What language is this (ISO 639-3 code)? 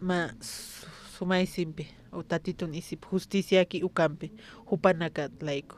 aym